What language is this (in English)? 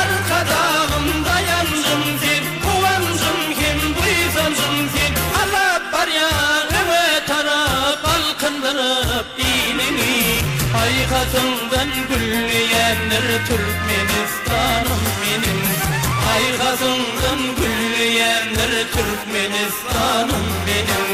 Turkmen